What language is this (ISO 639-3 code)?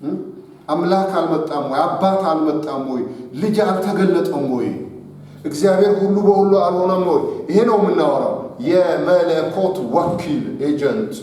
amh